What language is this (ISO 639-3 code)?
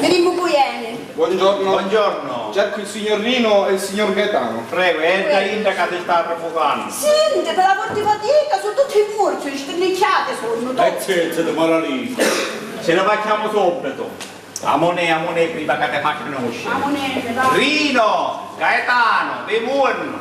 scn